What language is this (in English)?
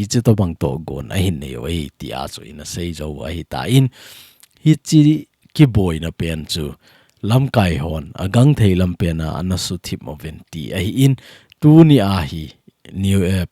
Thado Chin